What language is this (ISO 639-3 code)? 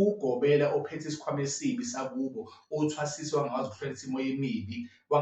zul